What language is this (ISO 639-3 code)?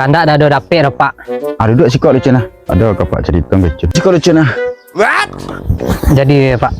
min